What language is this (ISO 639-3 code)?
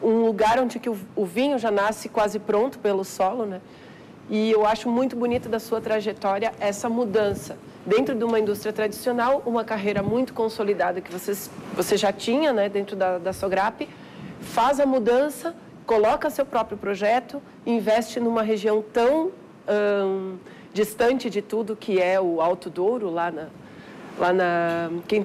por